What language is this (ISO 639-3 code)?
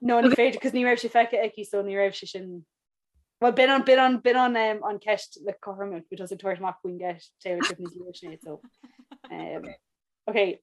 gle